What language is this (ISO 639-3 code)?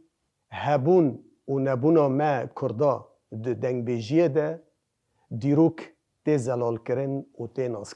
kur